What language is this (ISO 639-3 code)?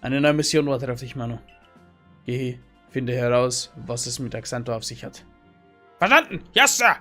bar